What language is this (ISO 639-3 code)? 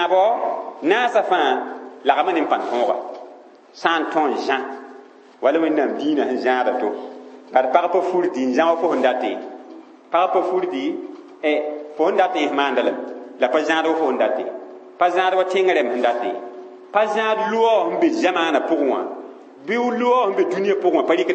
mos